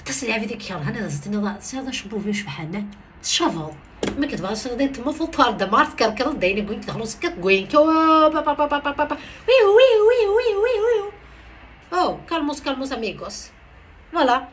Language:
Kabyle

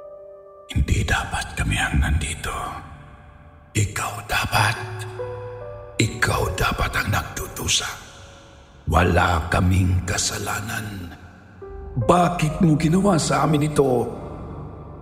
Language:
Filipino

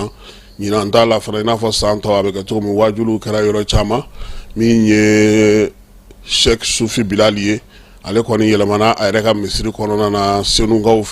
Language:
Bambara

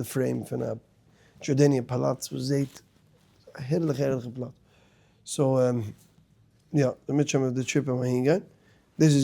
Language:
Yiddish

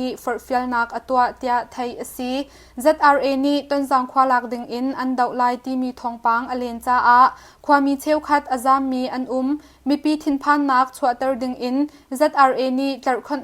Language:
Hakha Chin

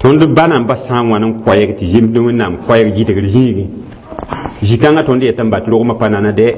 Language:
Mossi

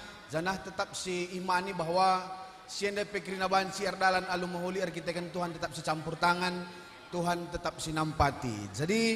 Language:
Batak Karo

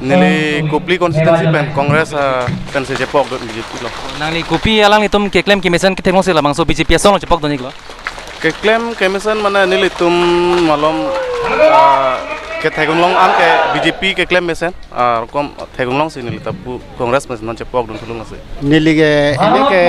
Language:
Karbi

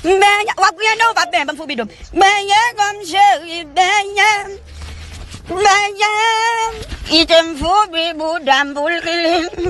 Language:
Haitian Creole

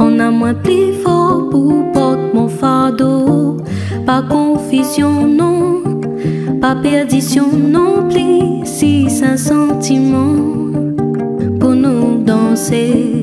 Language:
Réunion Creole French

